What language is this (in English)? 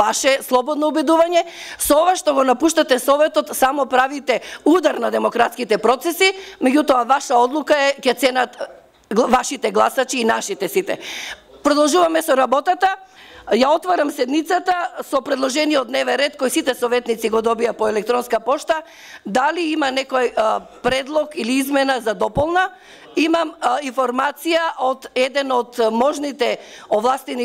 Macedonian